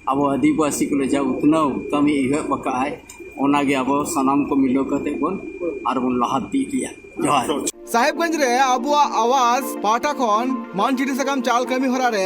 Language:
Santali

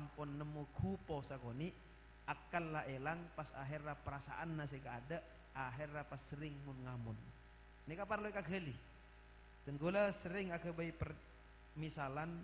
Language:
Madurese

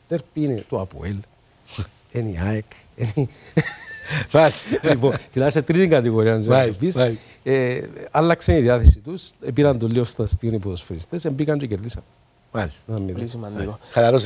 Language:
Greek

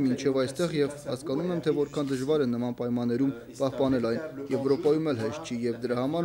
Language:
Armenian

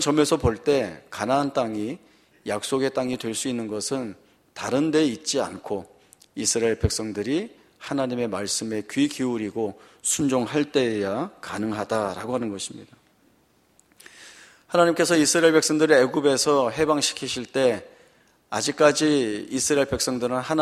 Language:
Korean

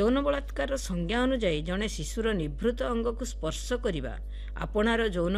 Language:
Odia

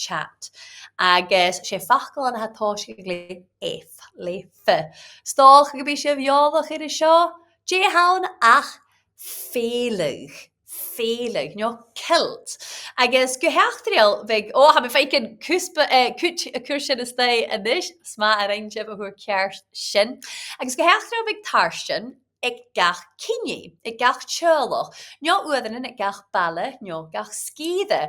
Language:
Scottish Gaelic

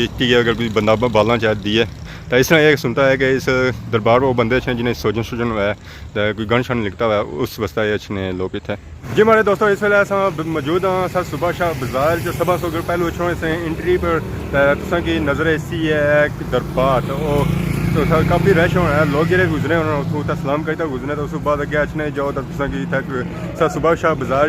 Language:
Pahari-Potwari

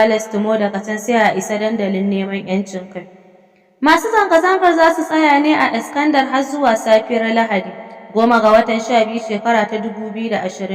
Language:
Hausa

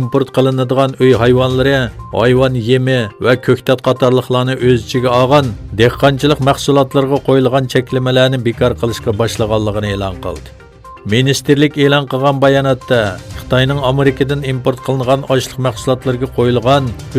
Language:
Uyghur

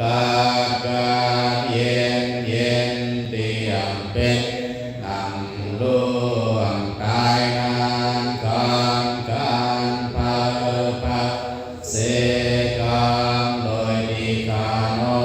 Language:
Shan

